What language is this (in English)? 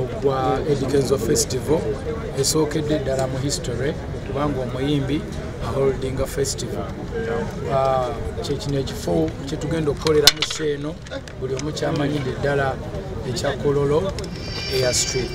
Ganda